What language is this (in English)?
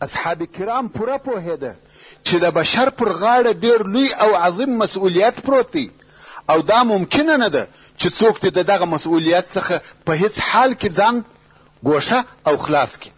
Pashto